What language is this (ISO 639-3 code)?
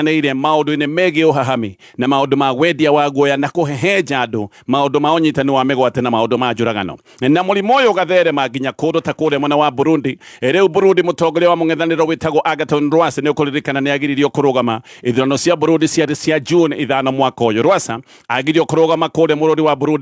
kik